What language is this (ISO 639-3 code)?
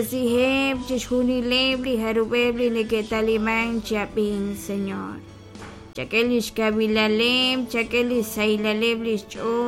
kek